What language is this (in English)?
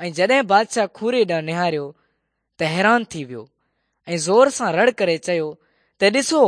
Sindhi